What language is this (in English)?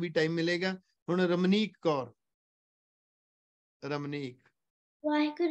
Punjabi